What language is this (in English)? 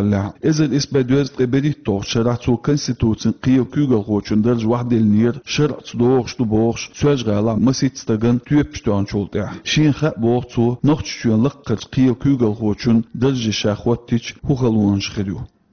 Chechen